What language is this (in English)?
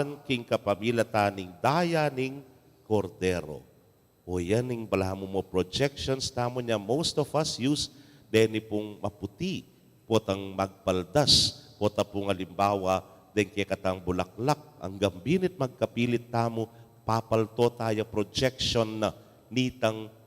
Pampanga